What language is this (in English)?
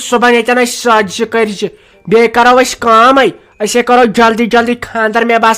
Kashmiri